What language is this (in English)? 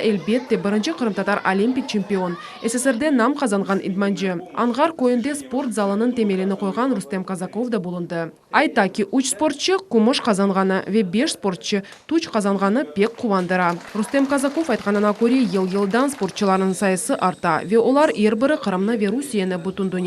Crimean Tatar